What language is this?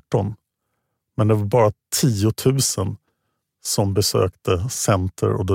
Swedish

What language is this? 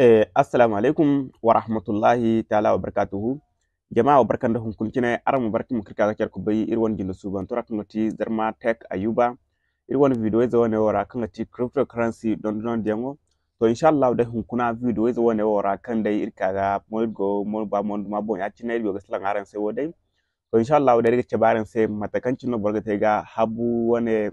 Zarma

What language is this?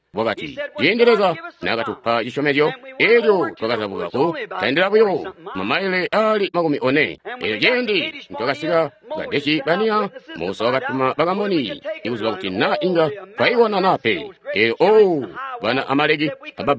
Tonga (Zambia)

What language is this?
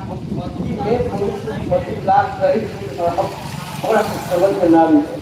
Magahi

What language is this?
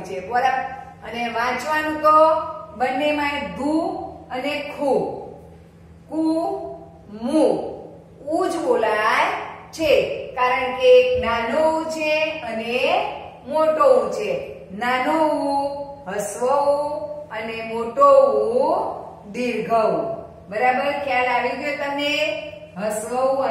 Gujarati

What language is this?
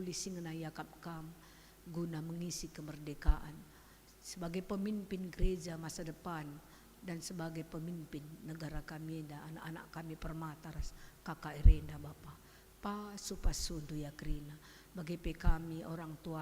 Batak Karo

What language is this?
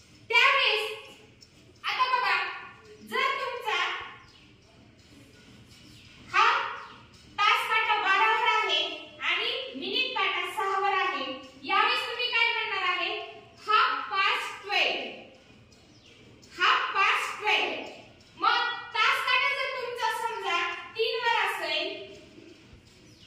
Marathi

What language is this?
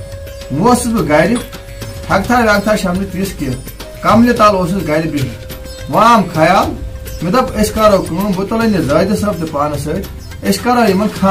Kashmiri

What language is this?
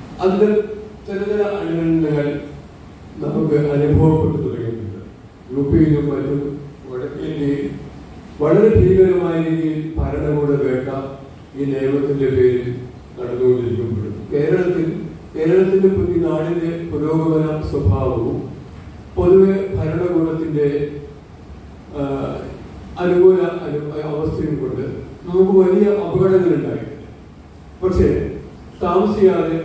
Malayalam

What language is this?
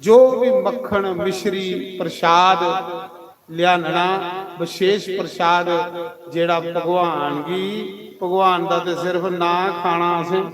Dogri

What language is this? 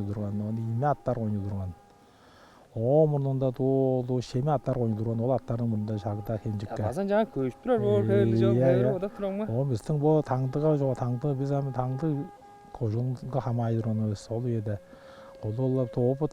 Tuvinian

